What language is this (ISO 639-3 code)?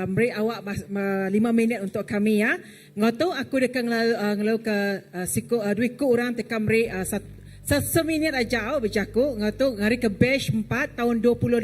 iba